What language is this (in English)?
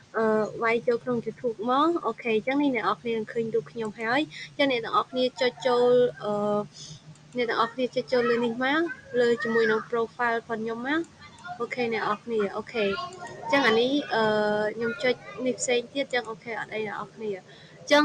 Khmer